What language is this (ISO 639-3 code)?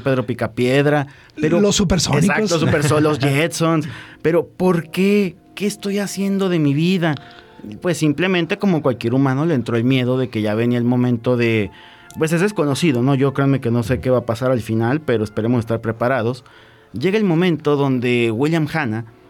spa